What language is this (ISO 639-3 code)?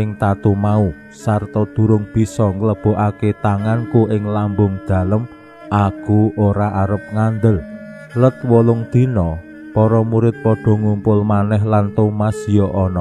jav